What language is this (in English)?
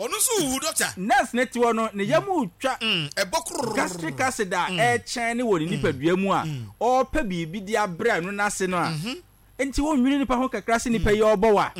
Akan